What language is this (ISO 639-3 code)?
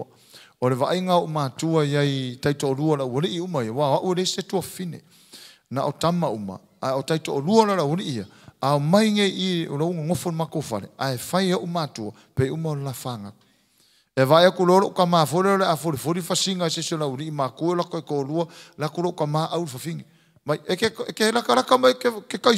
smo